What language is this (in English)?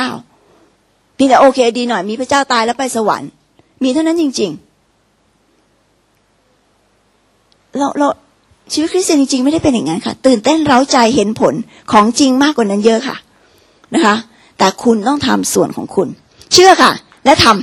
Thai